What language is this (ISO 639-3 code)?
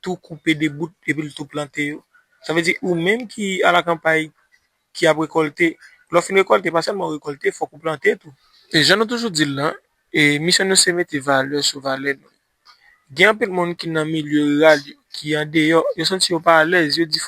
hat